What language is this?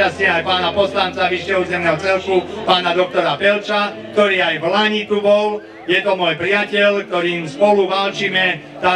Slovak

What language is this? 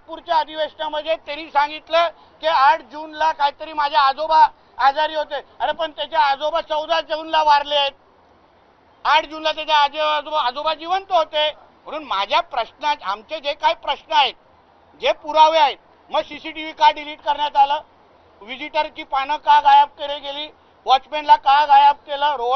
Marathi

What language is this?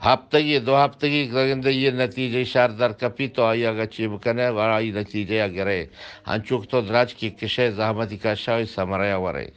Eastern Balochi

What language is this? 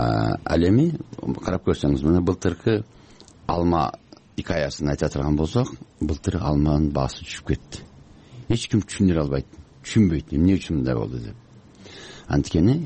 Kyrgyz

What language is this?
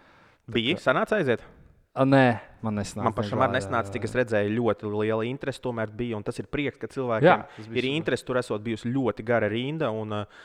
Latvian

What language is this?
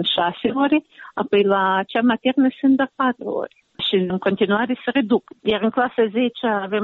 Romanian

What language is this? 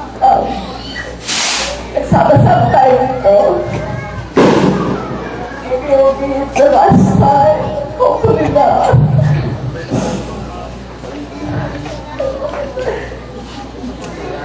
Filipino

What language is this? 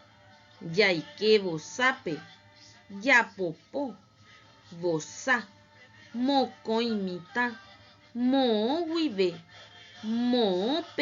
Guarani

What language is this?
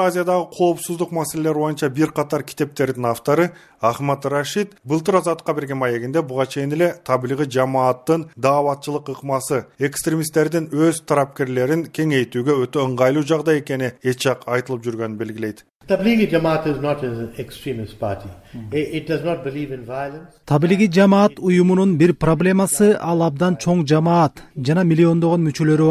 Kyrgyz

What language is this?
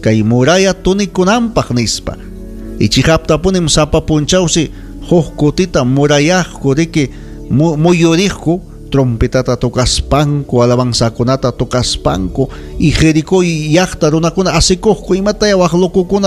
Ayacucho Quechua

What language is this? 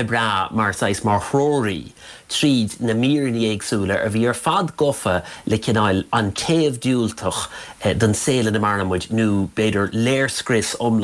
Irish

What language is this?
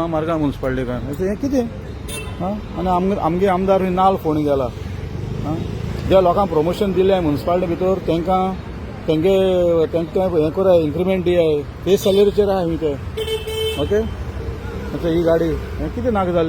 Konkani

